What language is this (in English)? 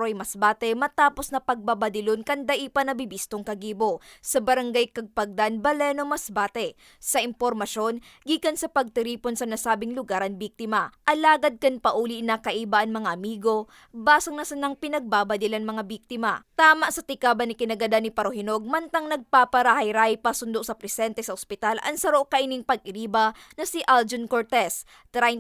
Bikol